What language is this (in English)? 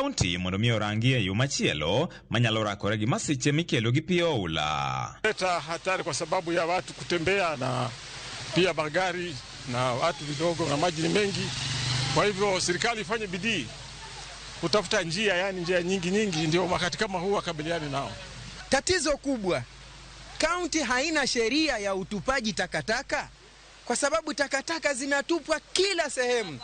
Luo (Kenya and Tanzania)